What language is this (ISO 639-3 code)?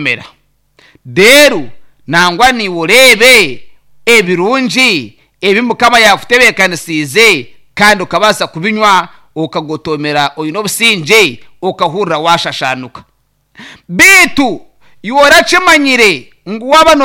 nyn